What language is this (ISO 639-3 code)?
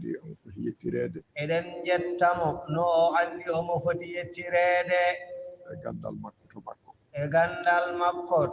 ful